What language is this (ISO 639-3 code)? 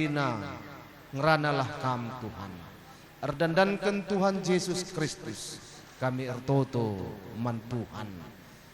btx